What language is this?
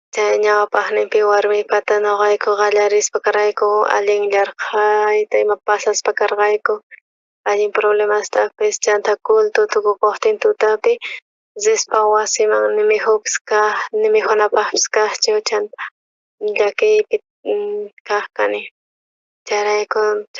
South Bolivian Quechua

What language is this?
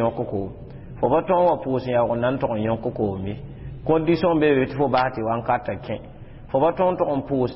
Mossi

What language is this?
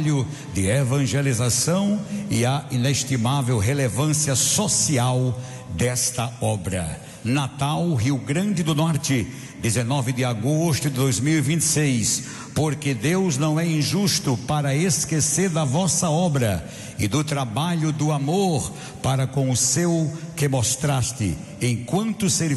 Portuguese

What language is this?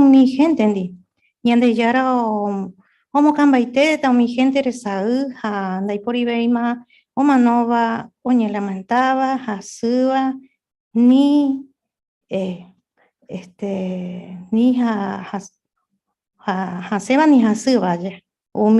Guarani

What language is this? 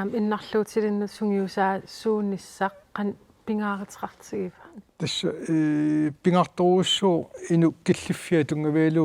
Kalaallisut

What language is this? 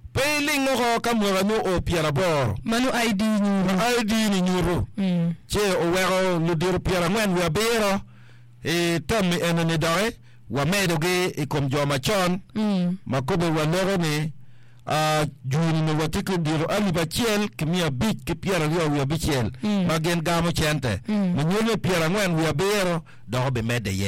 Acoli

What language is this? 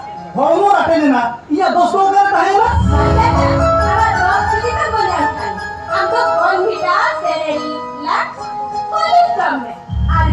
Santali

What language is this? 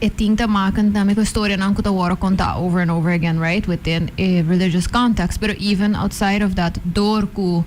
Papiamento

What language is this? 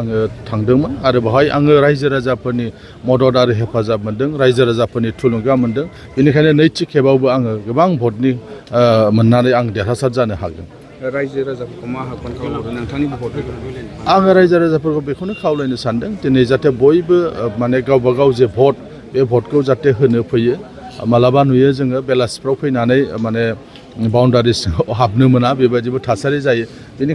Bodo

